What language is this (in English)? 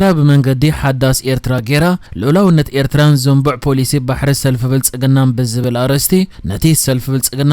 Tigrinya